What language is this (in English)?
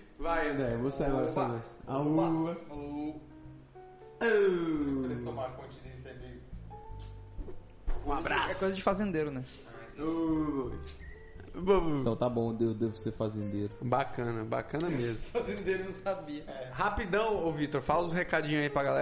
Portuguese